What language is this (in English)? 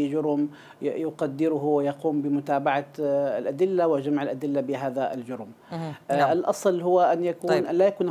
Arabic